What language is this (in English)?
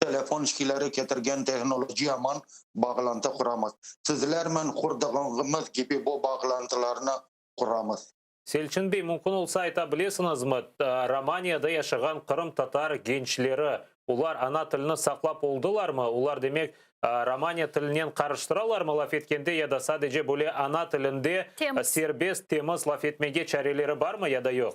Crimean Tatar